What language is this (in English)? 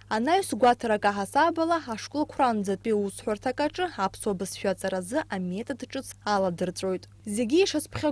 Abkhazian